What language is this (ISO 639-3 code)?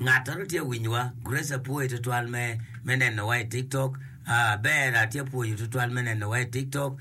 ach